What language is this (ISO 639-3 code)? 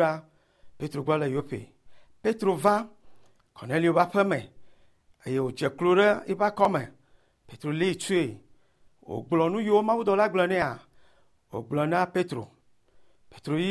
ewe